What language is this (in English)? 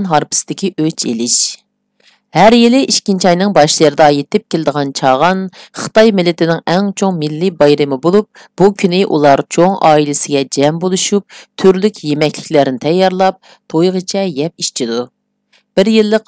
Uyghur